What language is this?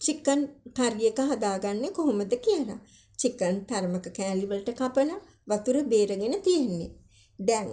Sinhala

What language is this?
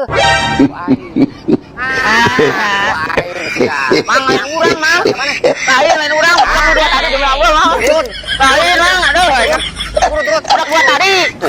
Sundanese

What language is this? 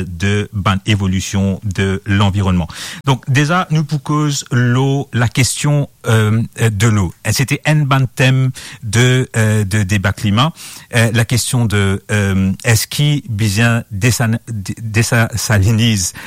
Morisyen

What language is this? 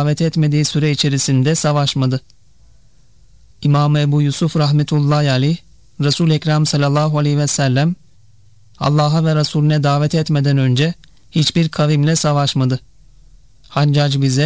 Turkish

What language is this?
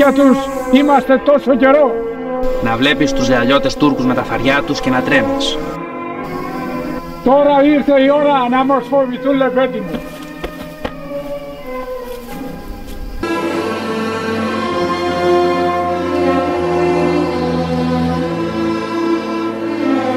Greek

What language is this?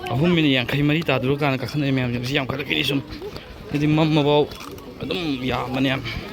Manipuri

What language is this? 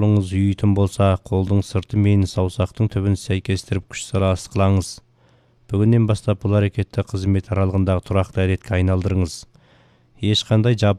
Kazakh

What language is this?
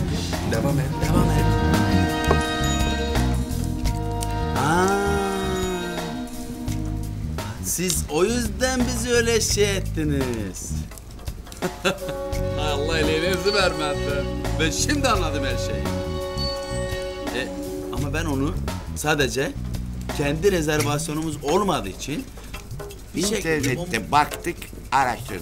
Turkish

